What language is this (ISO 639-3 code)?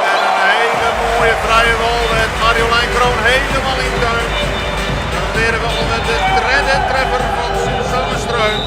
fry